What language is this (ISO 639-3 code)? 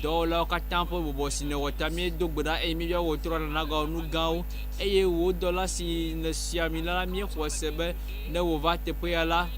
ewe